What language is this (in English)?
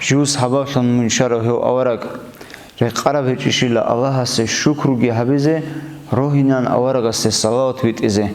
Avaric